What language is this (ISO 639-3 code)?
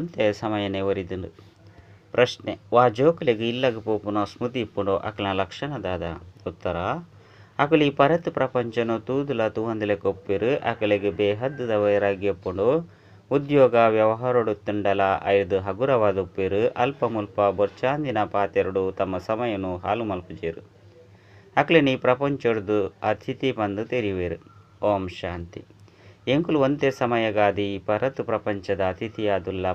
tcy